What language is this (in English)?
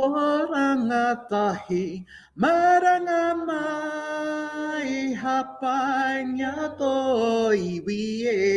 Māori